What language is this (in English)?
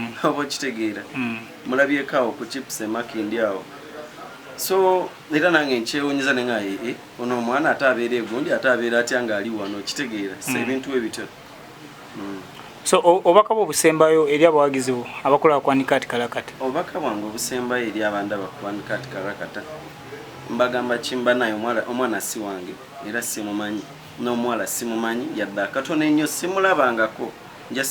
Ganda